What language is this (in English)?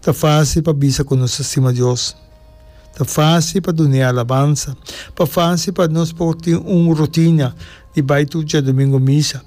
Papiamento